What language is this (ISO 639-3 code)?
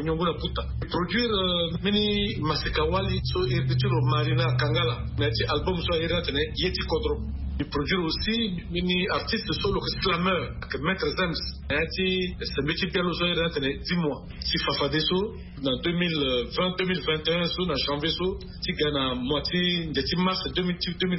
sag